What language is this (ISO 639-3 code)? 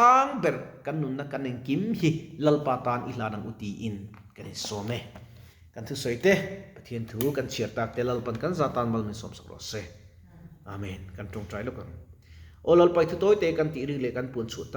lus